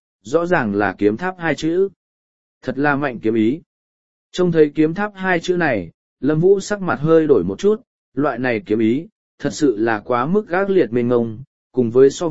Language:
Vietnamese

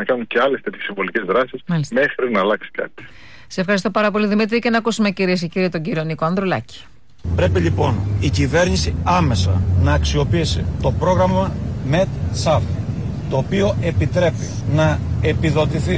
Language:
Greek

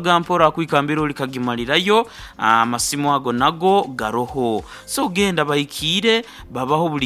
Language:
Nyoro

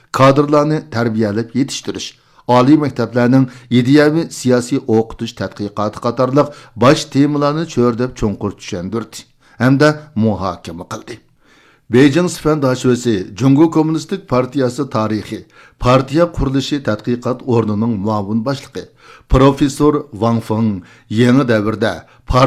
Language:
Uyghur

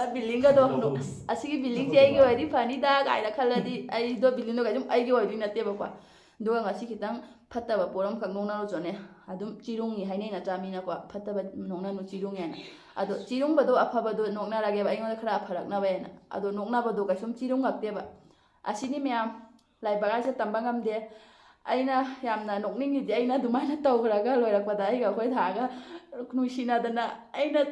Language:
Manipuri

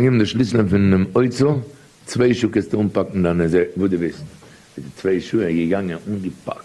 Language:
Yiddish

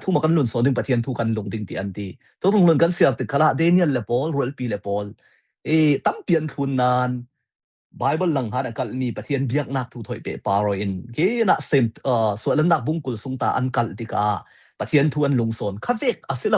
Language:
Falam Chin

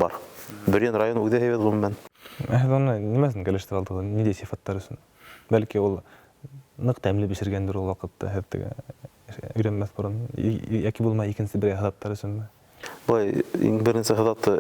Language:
Bashkir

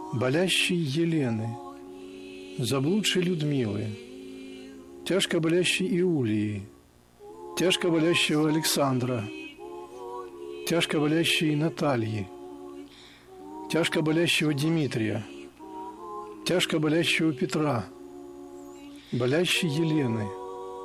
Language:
Russian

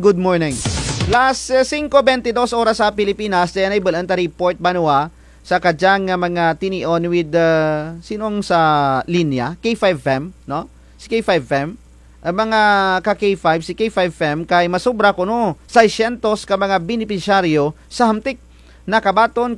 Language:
Kinaray-a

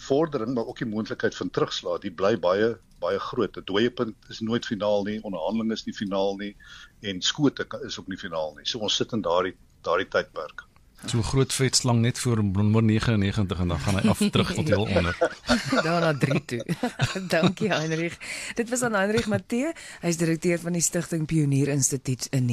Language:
Afrikaans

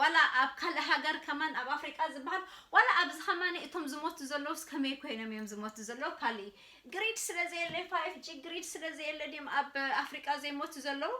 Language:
Tigrinya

